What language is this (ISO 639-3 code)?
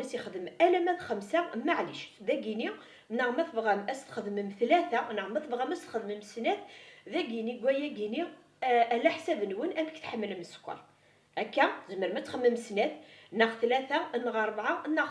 kab